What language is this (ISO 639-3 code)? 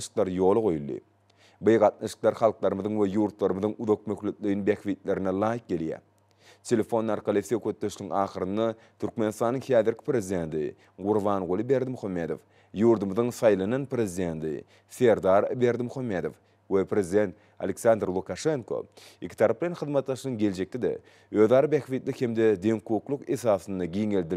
tuk